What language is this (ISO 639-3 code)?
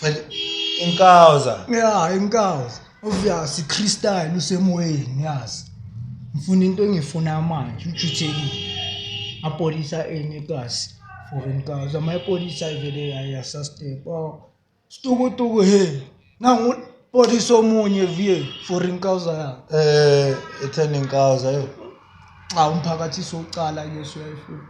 zul